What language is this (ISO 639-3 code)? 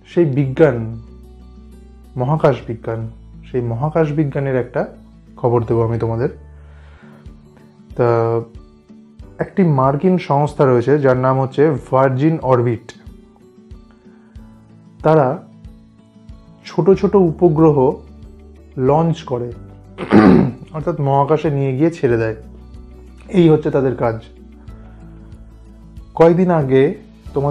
ben